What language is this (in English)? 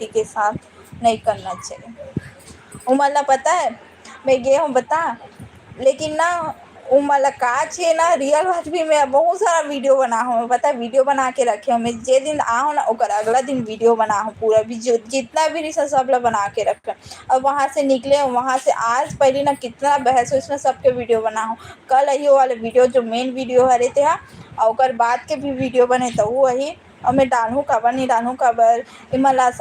Chhattisgarhi